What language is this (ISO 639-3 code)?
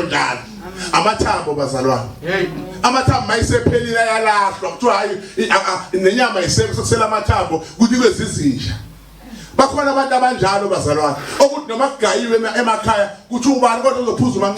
zul